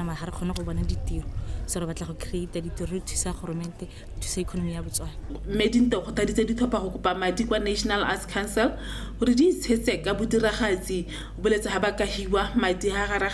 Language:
Tswana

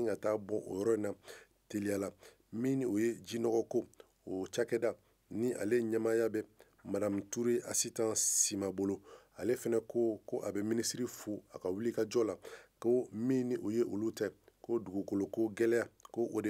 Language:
Bambara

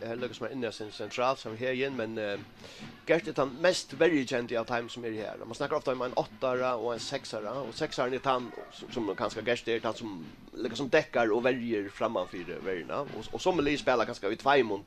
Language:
Faroese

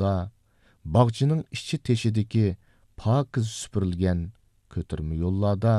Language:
Uyghur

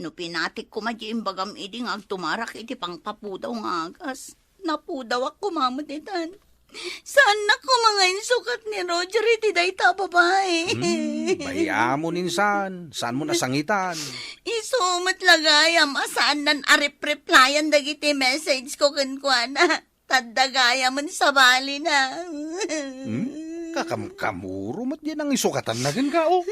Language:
Iloko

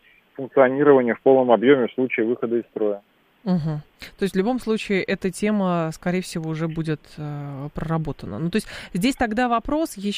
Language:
Russian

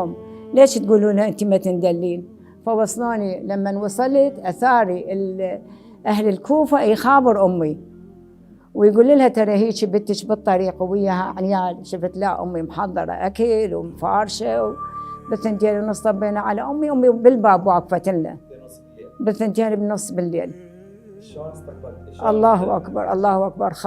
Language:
Mesopotamian Arabic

